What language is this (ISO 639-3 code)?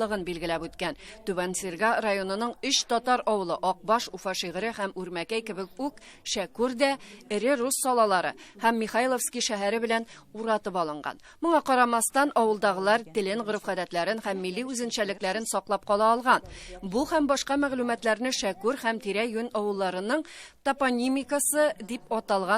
tat